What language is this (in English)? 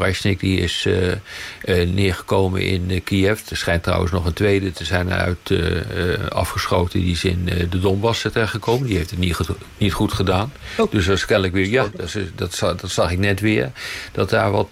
Dutch